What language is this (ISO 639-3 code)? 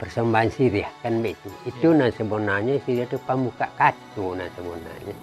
min